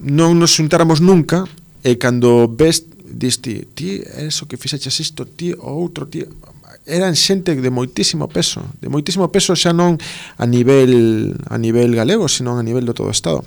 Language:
Galician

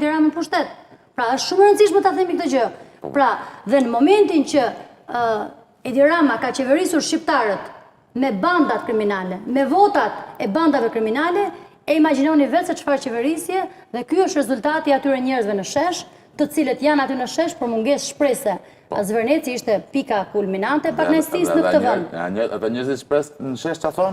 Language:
Albanian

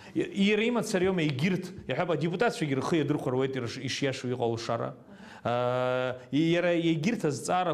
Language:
Abkhazian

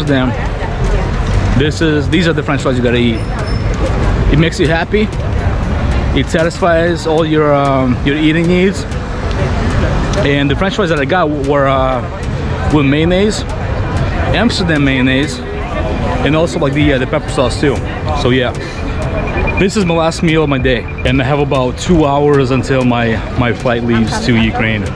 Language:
English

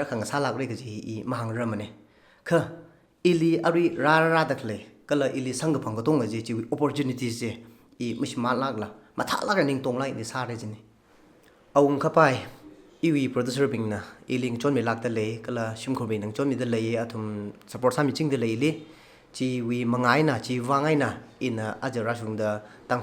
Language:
Tangkhul Naga (India)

